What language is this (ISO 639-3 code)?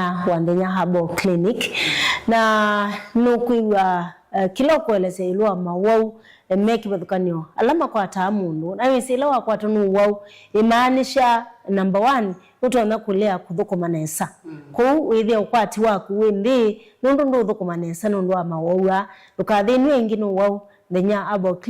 kam